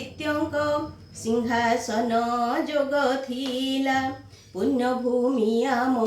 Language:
Odia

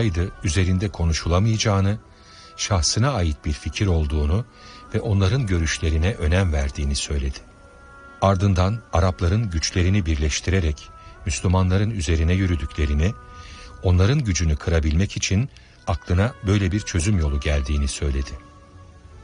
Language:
Turkish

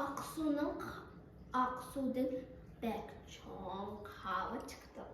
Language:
Uyghur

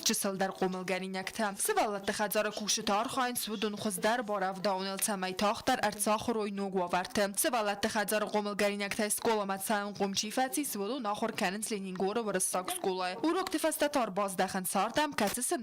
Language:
Ossetic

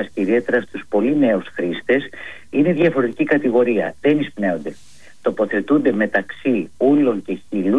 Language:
Greek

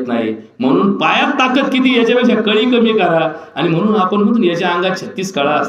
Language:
Marathi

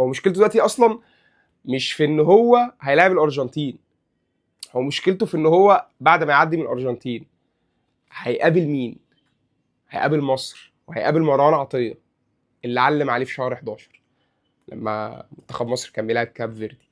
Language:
Egyptian Arabic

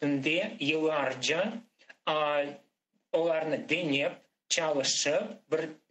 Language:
Crimean Tatar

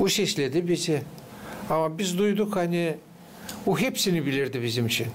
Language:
Gagauz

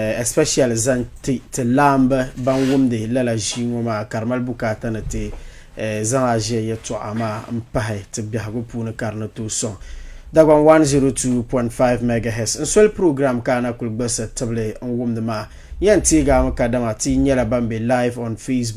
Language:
Dagbani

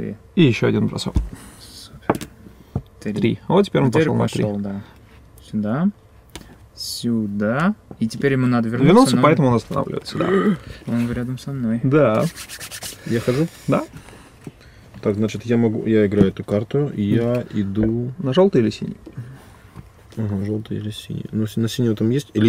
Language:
Russian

